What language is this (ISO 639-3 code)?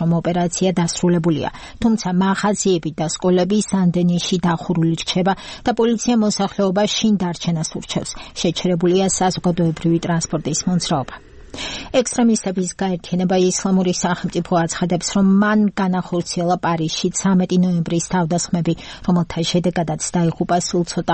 kat